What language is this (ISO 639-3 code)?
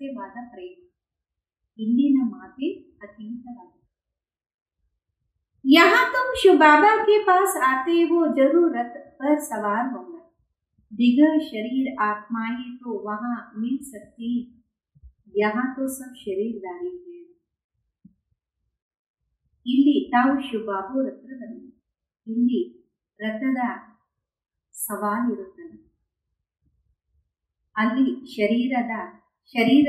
kan